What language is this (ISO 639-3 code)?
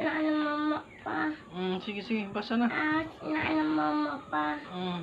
ceb